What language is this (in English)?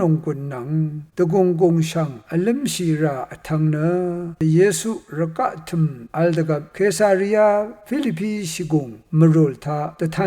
Rawang